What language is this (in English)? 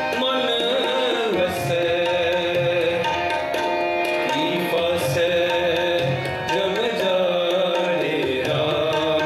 Punjabi